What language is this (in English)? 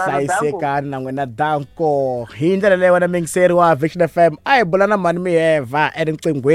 Tsonga